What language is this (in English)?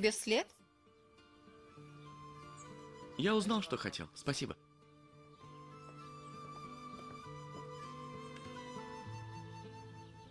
Russian